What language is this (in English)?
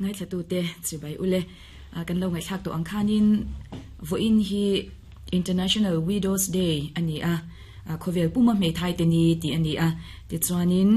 Mizo